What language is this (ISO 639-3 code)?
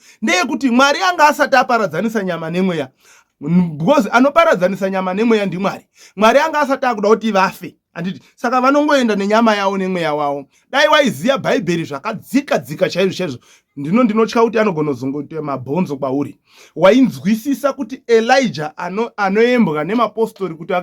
sna